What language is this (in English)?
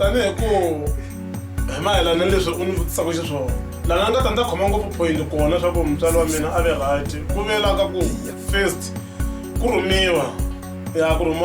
Tsonga